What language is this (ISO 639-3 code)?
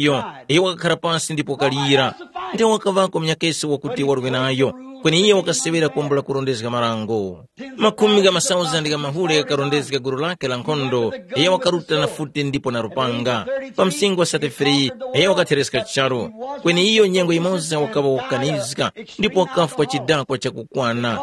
tum